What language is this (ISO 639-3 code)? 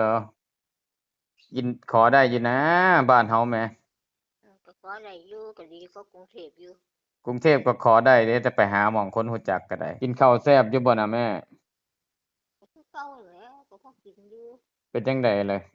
tts